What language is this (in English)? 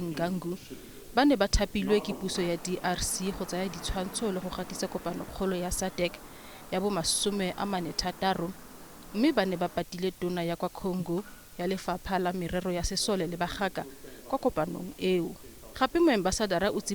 Tswana